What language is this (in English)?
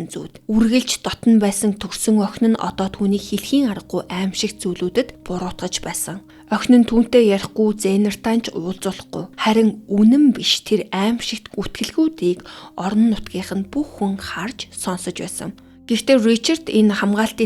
Mongolian